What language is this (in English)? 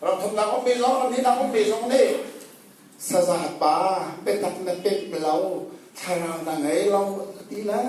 Hakha Chin